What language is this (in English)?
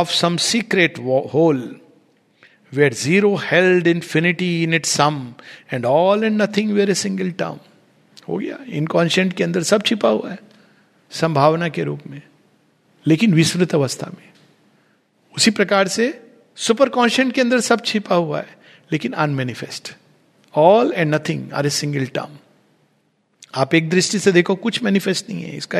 Hindi